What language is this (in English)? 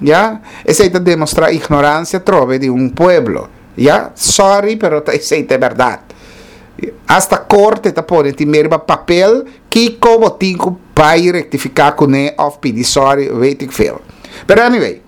Papiamento